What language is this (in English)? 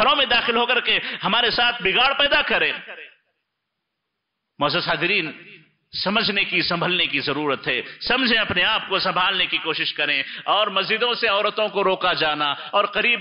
Urdu